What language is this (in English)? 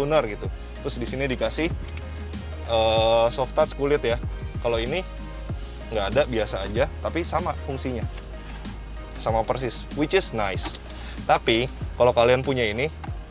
Indonesian